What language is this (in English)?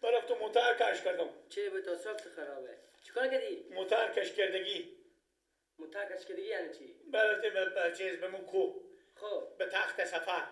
Persian